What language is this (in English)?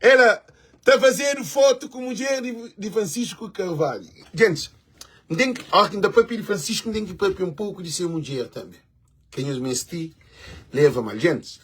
Kabuverdianu